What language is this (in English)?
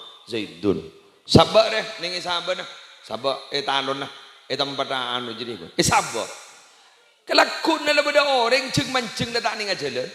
Madurese